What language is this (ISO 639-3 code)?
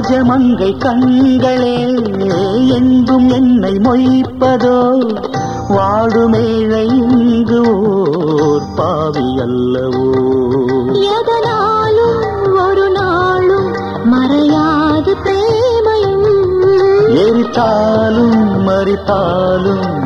tam